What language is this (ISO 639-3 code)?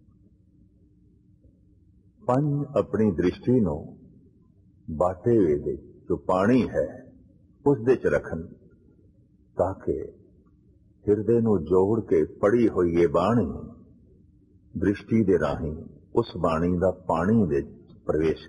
pan